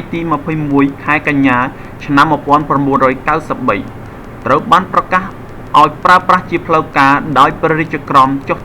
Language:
Khmer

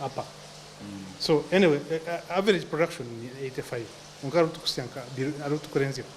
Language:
Nyankole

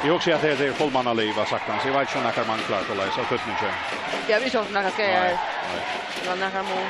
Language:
Faroese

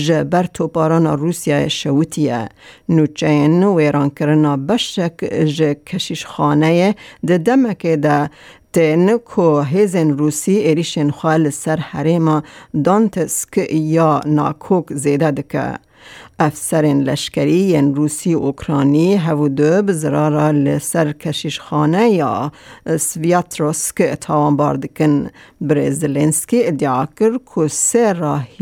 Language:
Kurdish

